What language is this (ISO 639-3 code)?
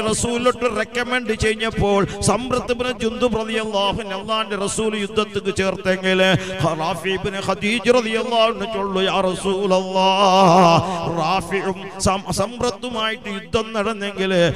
mal